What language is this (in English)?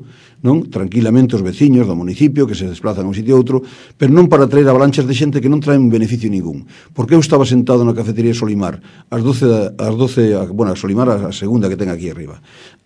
Galician